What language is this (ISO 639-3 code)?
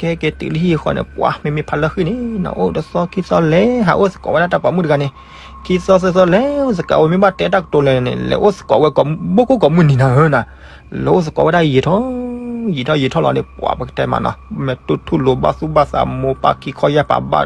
ksw